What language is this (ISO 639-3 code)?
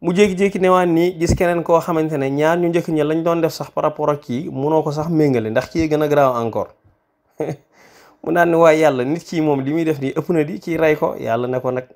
wol